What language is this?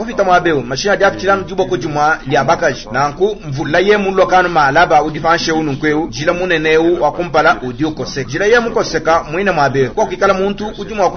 Luba-Lulua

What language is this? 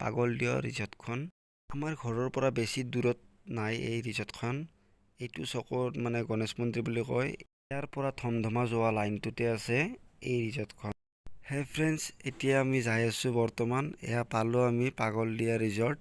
Assamese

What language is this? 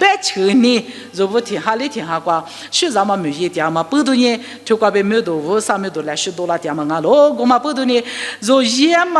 Lisu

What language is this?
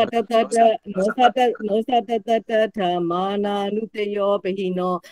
Burmese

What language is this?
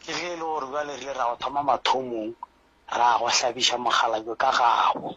Northern Sotho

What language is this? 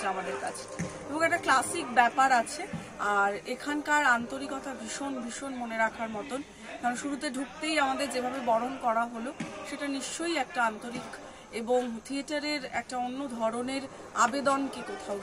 Bangla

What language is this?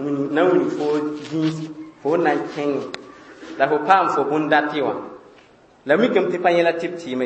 Mossi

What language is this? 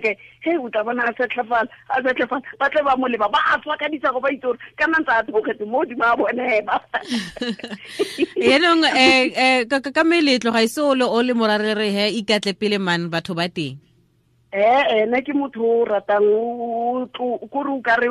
Tswana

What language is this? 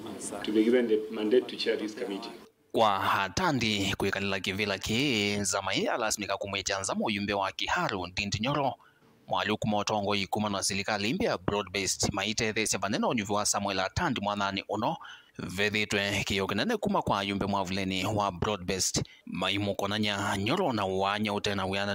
Kamba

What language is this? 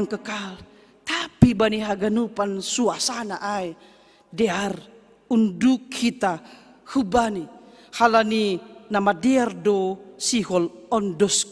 Batak Simalungun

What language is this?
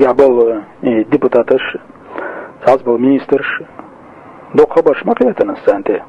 Chechen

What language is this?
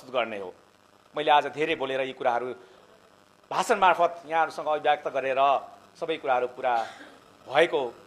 Nepali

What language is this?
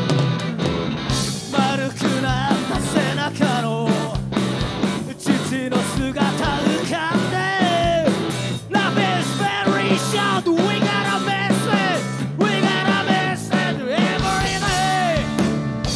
Japanese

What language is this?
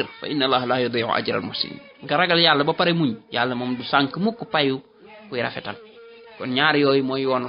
Wolof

